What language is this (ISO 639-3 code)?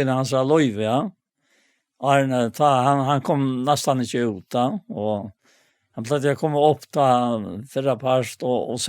fao